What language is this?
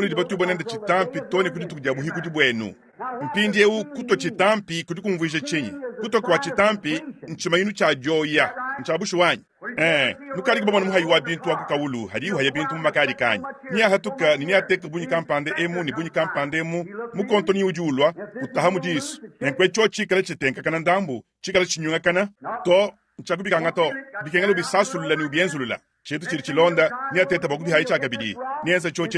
Luba-Lulua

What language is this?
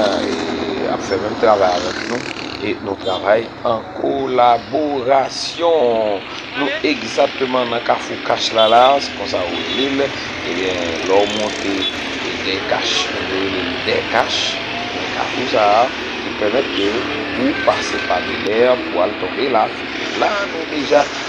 Haitian Creole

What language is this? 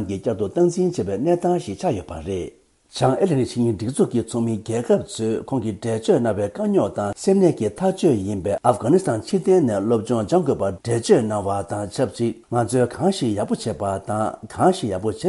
Tibetan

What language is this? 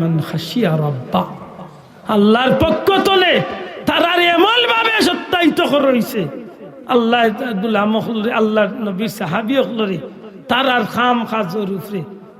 Sylheti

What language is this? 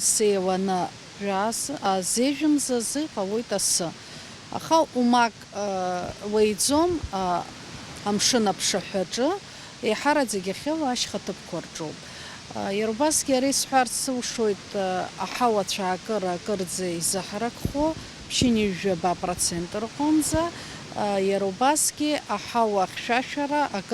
Abkhazian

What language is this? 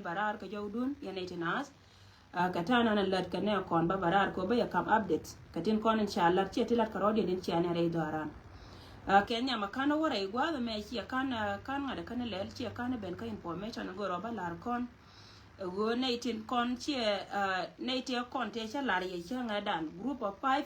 Nuer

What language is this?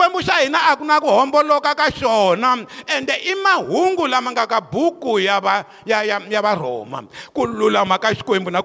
Tsonga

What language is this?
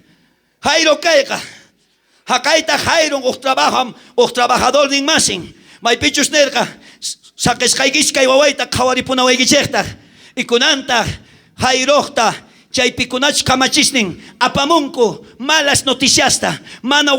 South Bolivian Quechua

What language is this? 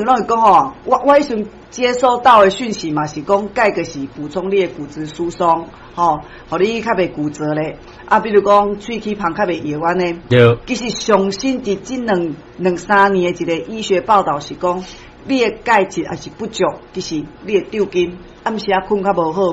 Min Nan Chinese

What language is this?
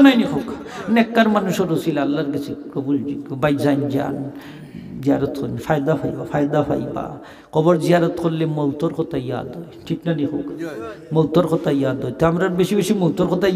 Sylheti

